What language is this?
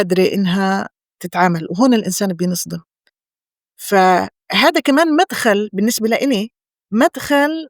North Levantine Arabic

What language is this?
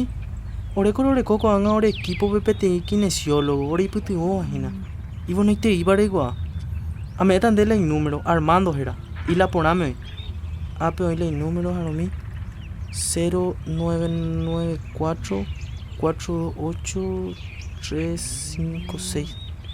Guarani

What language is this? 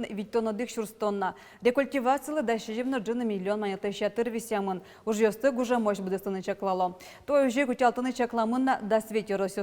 Udmurt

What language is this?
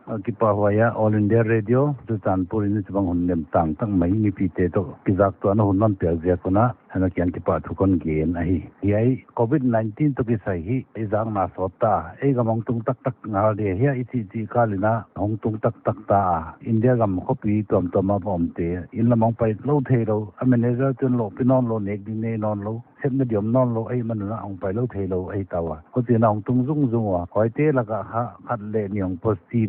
Paite Chin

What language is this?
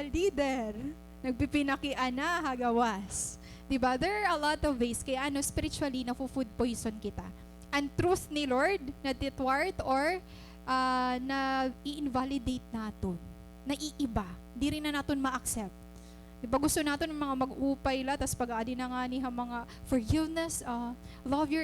Waray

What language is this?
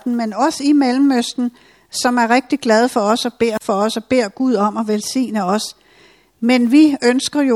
Danish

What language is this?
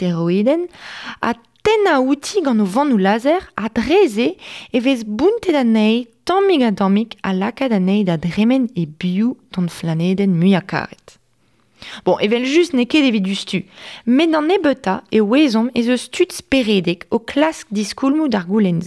Breton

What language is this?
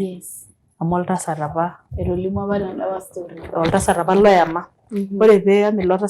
Masai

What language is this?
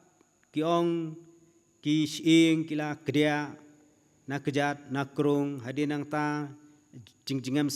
Khasi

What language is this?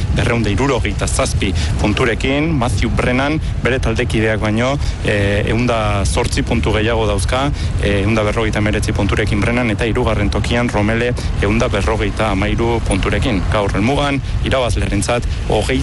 Basque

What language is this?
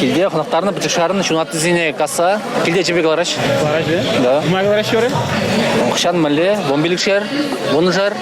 Chuvash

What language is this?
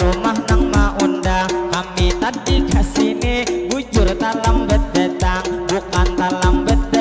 Banjar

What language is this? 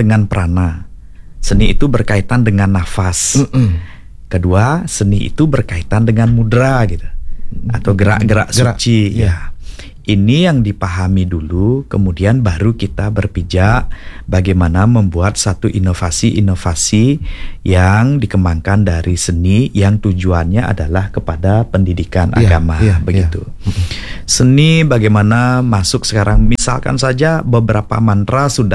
Indonesian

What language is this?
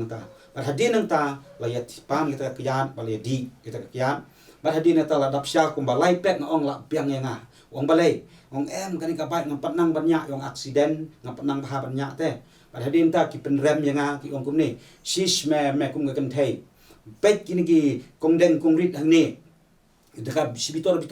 Khasi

